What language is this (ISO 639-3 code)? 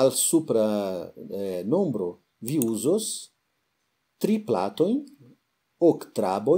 epo